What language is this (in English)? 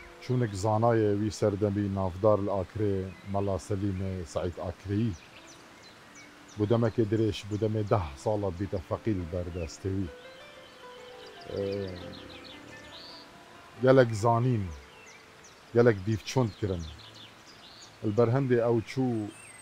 Kurdish